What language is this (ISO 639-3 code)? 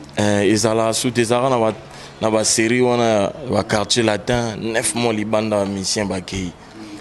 lin